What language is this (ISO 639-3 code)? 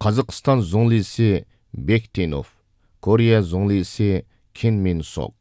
uig